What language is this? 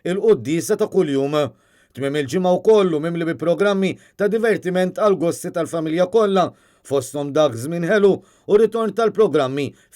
Maltese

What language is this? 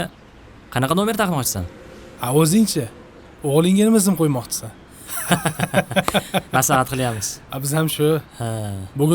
Uzbek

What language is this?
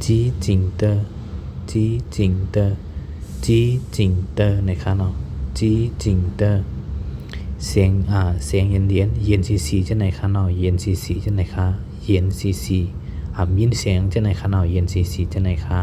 Shan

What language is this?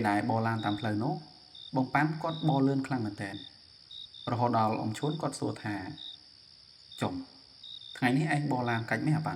Khmer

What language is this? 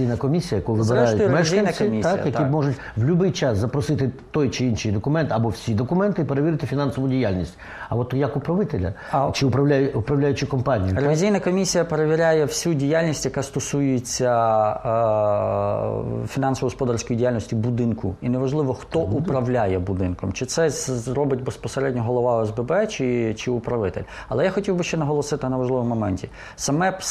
Ukrainian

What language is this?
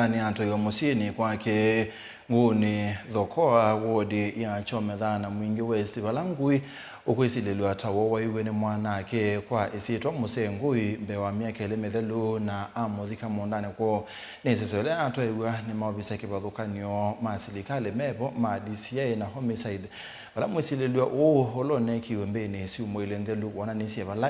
Kamba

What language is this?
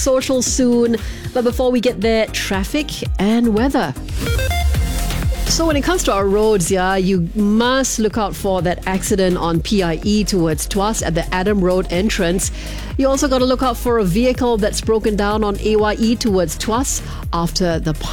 English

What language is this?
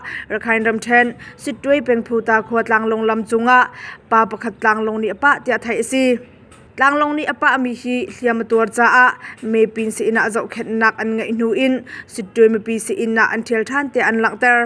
Hakha Chin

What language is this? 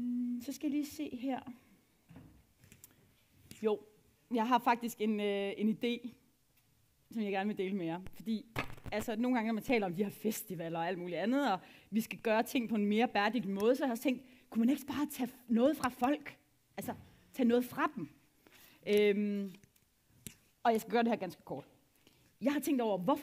Danish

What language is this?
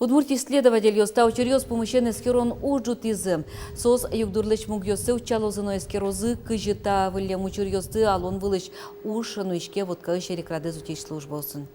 Udmurt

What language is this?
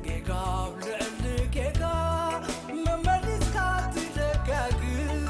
Tigrinya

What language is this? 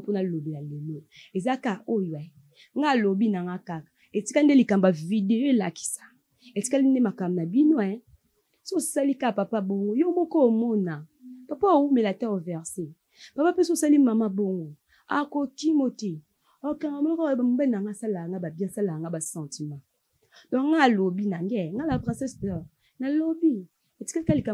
Lingala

